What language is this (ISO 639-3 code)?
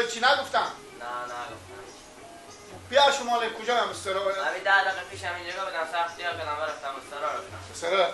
fas